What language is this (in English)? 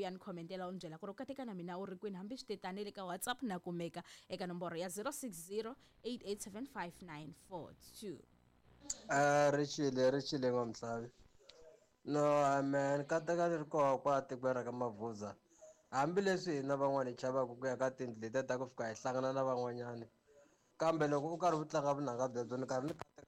Tsonga